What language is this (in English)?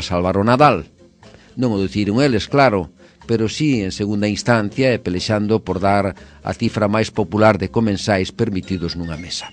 Galician